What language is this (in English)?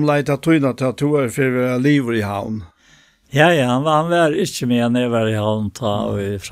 Faroese